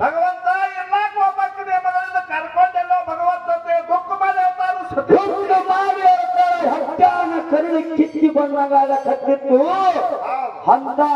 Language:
Kannada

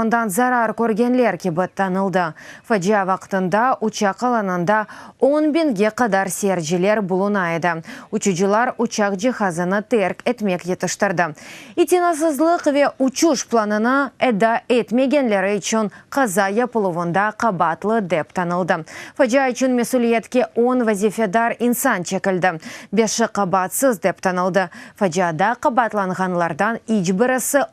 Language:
Crimean Tatar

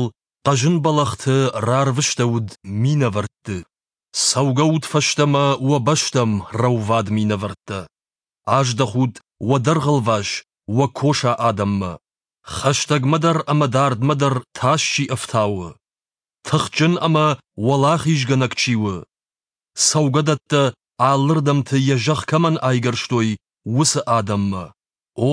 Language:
Ossetic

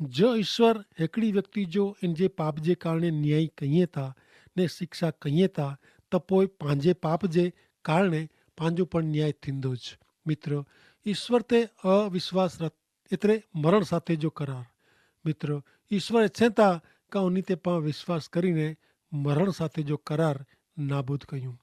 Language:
Kachhi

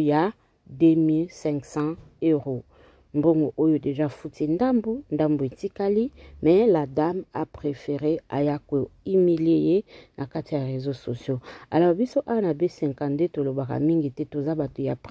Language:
Lingala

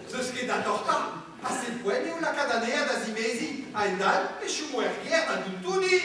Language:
Breton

